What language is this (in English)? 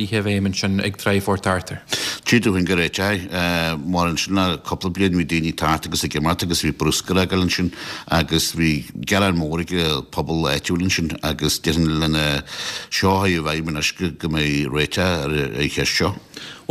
Irish